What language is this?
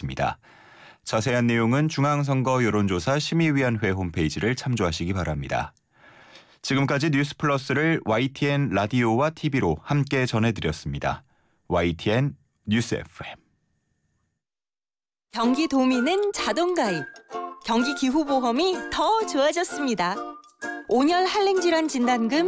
Korean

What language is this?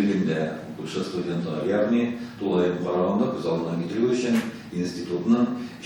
Tatar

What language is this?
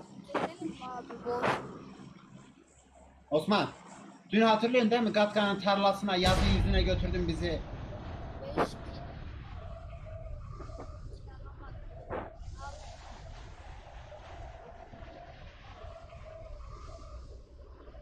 Turkish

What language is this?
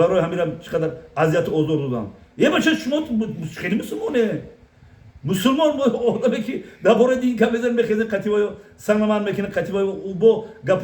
Tajik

